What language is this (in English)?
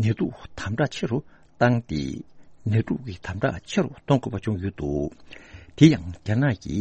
Tibetan